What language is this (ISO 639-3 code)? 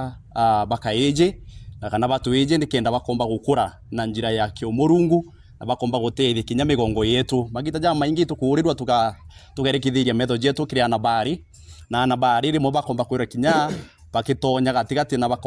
mer